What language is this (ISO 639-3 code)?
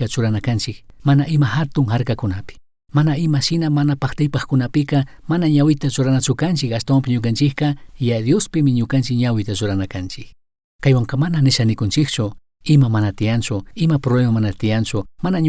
qug